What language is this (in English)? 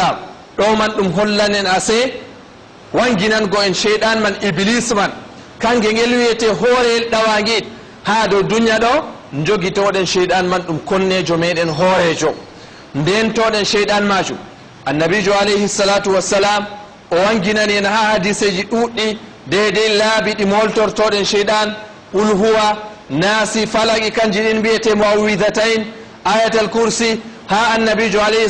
Fula